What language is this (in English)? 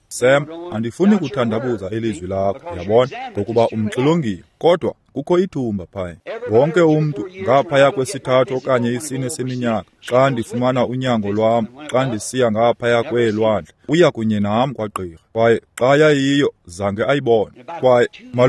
Xhosa